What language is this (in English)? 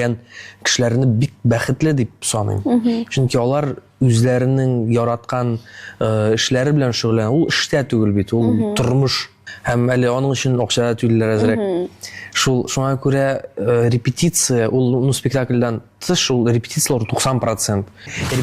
Tatar